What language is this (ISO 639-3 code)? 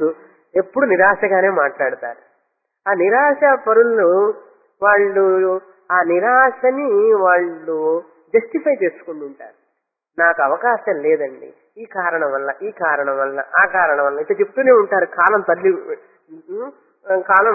tel